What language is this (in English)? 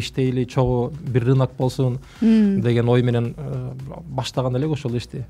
Kyrgyz